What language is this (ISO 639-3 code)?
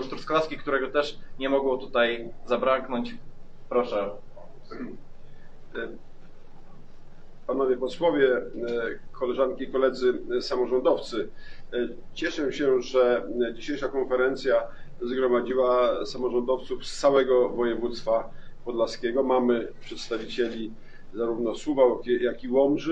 pol